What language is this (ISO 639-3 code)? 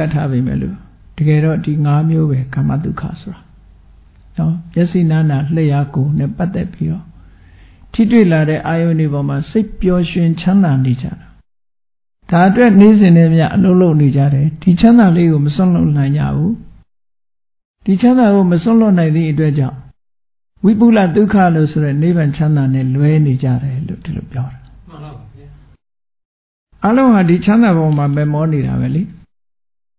mya